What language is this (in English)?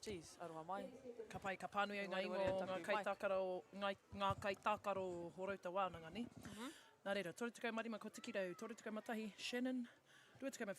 Māori